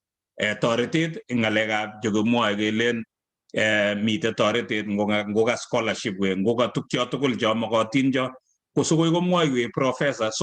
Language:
Kalenjin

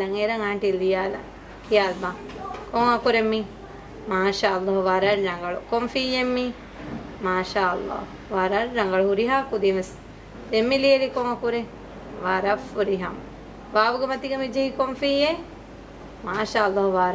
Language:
Divehi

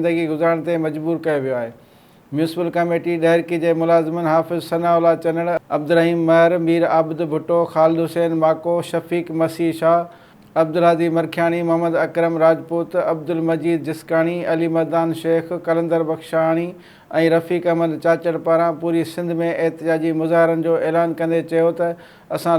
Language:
Sindhi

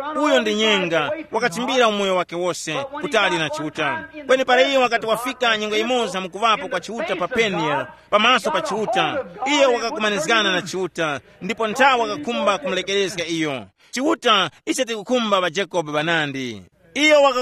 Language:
Tumbuka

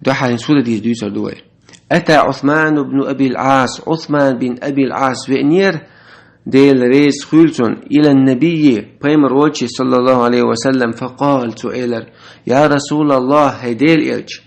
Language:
Chechen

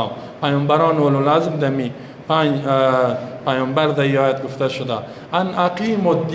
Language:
Persian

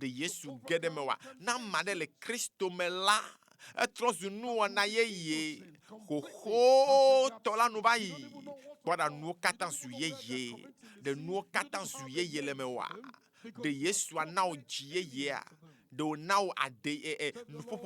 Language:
Ewe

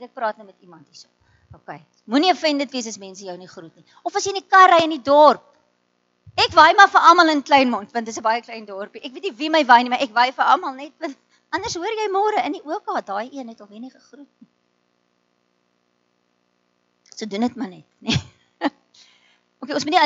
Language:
Afrikaans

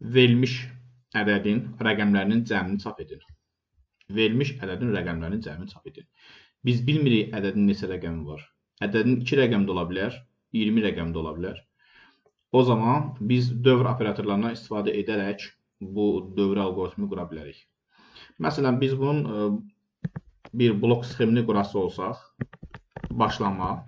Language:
Azerbaijani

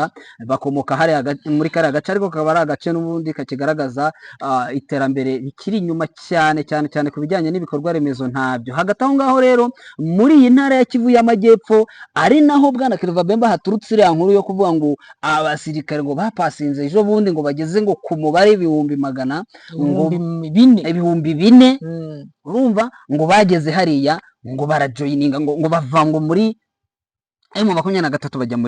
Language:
Kinyarwanda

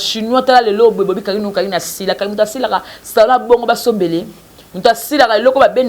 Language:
Lingala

